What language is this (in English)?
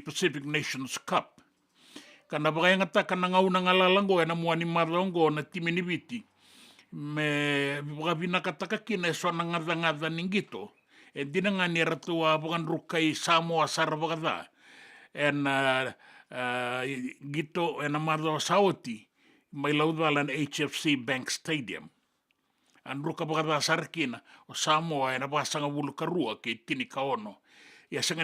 Fijian